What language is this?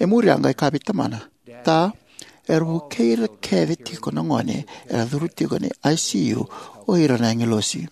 Fijian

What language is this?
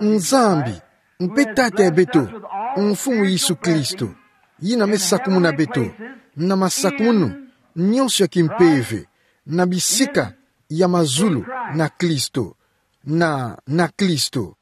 Kituba (Democratic Republic of Congo)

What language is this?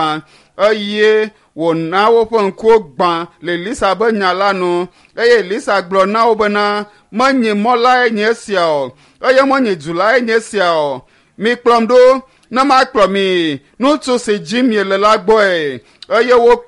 Ewe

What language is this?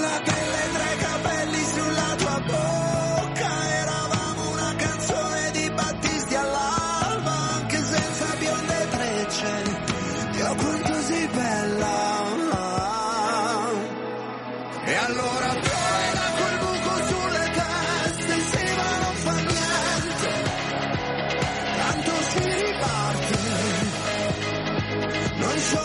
Italian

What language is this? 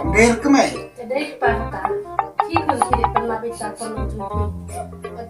Khasi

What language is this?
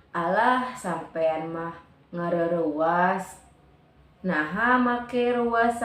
Sundanese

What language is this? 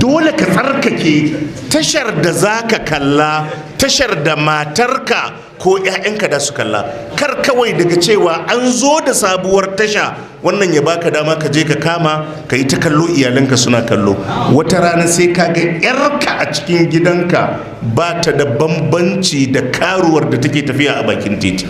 Hausa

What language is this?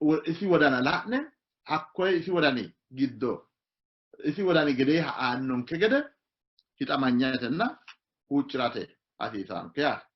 Sidamo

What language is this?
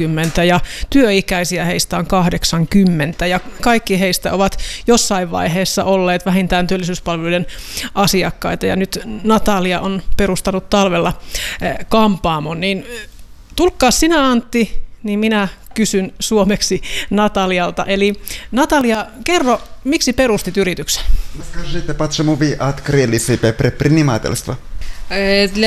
Finnish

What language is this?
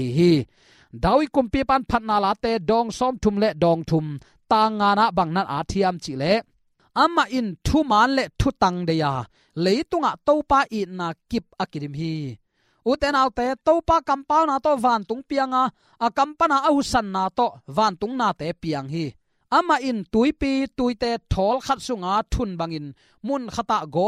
Tedim Chin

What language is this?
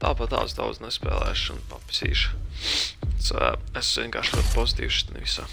Latvian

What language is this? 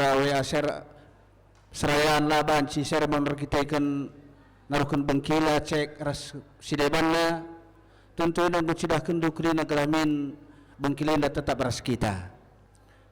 Batak Karo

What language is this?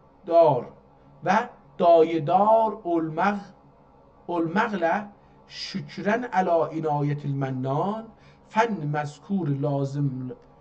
South Azerbaijani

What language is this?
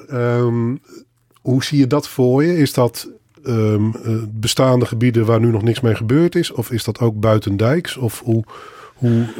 Dutch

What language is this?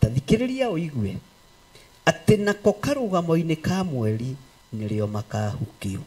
Kikuyu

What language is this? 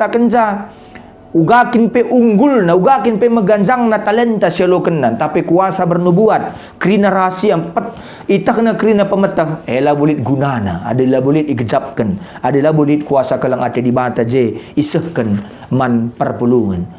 Batak Karo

